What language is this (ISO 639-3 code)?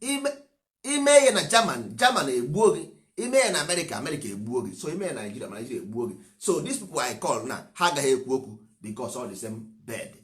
ibo